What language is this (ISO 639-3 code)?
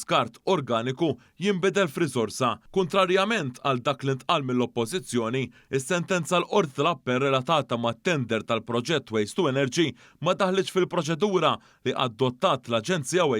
mlt